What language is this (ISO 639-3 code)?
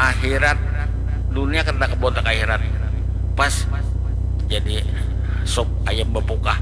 bjn